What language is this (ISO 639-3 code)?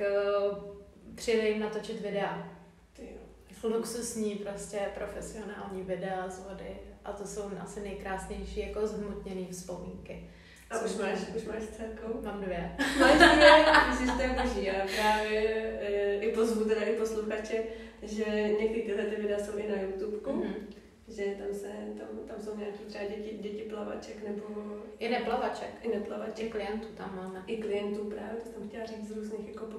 ces